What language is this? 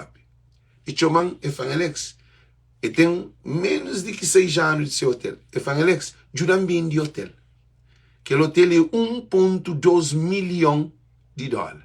Kabuverdianu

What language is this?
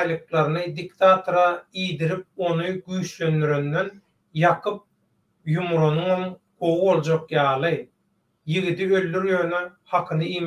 Turkmen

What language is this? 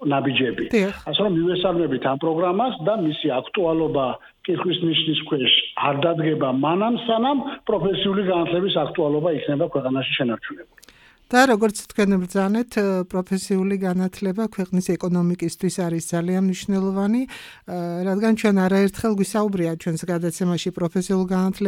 Georgian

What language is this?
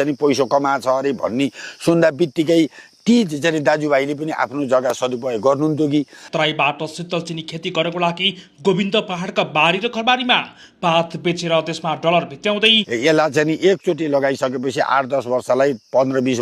Nepali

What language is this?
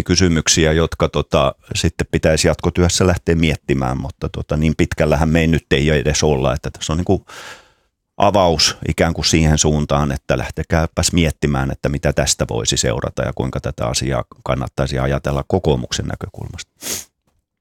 Finnish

